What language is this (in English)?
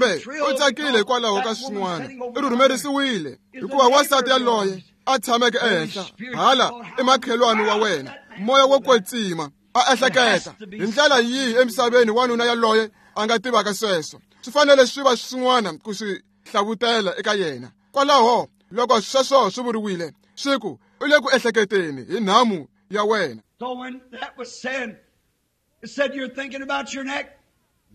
Tsonga